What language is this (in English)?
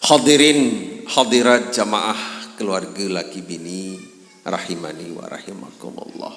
Sasak